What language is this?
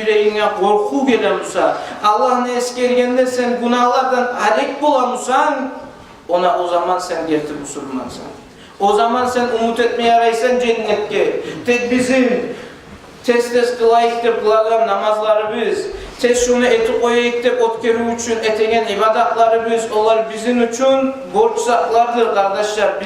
Kumyk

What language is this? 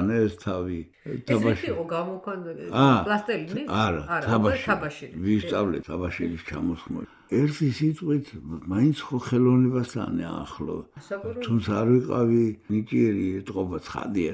Georgian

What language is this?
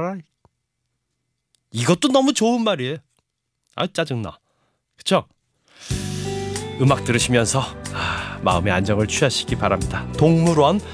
Korean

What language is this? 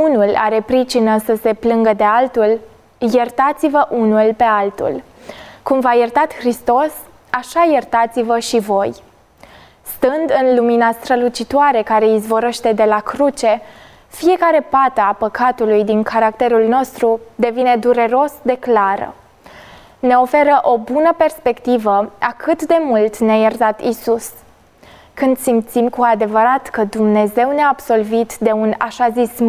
Romanian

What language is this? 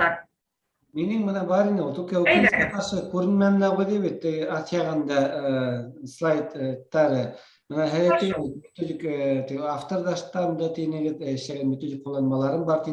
Bashkir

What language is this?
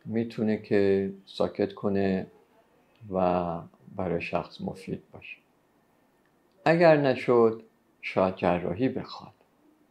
Persian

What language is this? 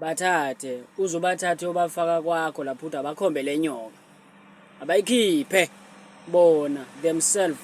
Zulu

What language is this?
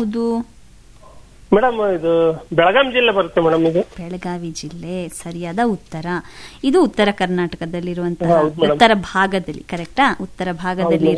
Kannada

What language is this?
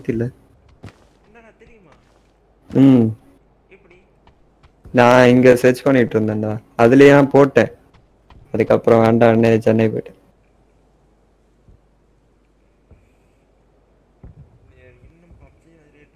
Tamil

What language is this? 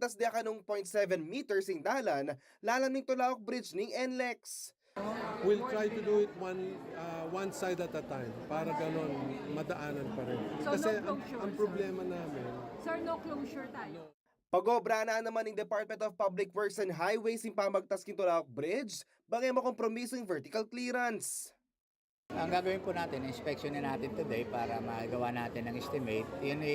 Pampanga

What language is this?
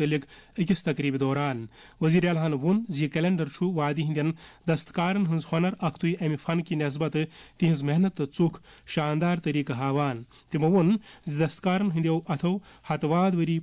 Kashmiri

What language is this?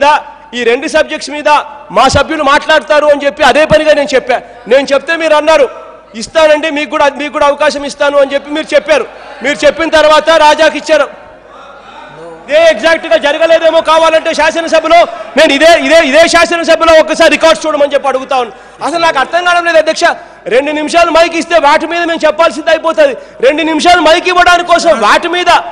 Telugu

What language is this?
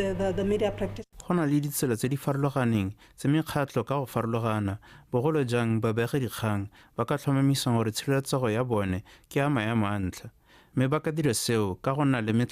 Tswana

